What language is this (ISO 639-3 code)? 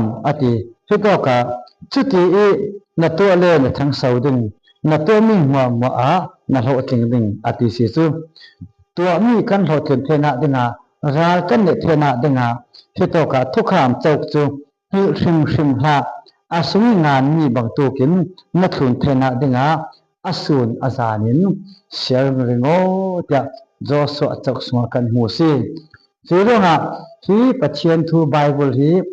cfm